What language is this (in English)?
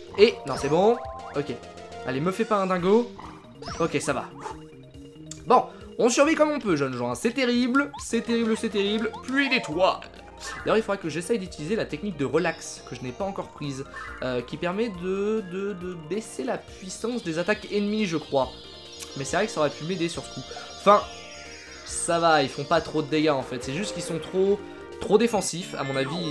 French